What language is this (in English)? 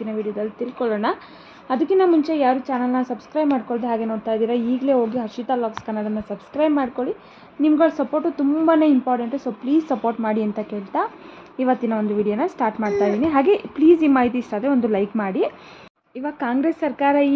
Kannada